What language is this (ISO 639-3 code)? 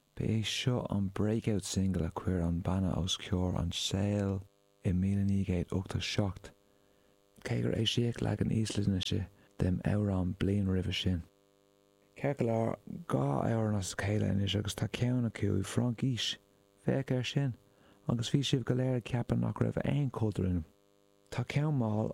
gle